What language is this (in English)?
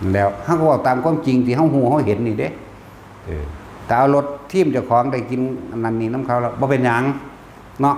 Northeastern Thai